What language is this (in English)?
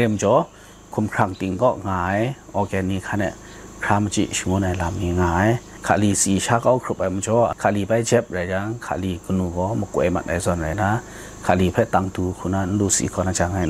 Kachin